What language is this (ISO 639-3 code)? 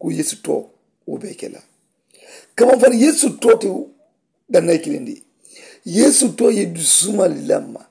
man